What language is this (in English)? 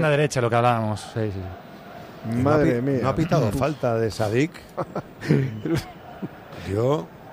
Spanish